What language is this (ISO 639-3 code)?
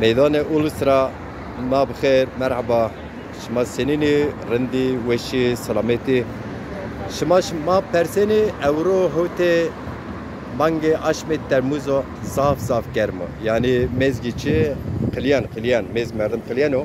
zza